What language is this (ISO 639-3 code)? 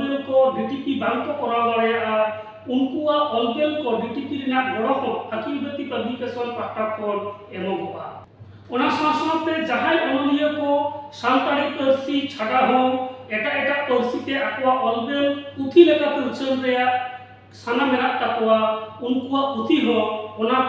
sat